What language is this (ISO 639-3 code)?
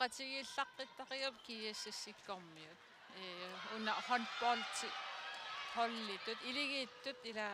kal